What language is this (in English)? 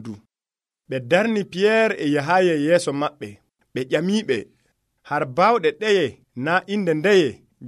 Nigerian Fulfulde